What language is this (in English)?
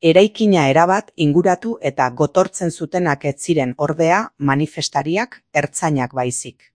Basque